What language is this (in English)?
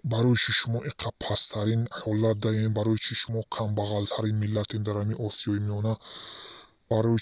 Tajik